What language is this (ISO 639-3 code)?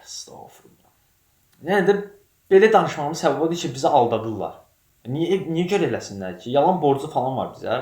aze